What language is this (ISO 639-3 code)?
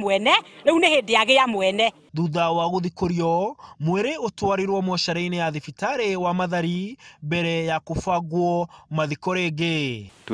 kik